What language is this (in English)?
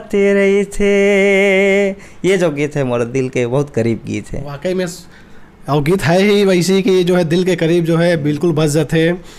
Chhattisgarhi